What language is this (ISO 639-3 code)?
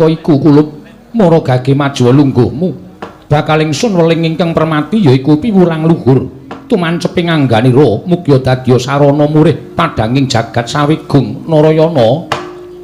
jav